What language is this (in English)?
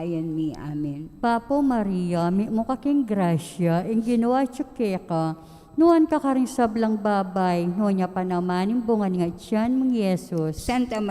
Pampanga